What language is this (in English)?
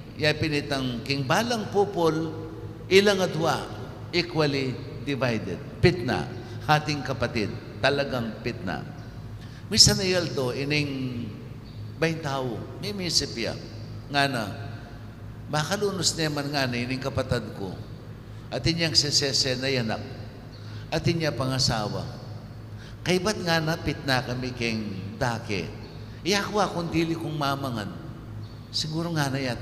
Pampanga